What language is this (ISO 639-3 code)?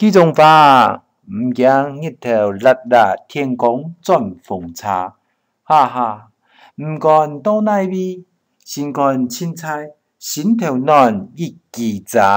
hak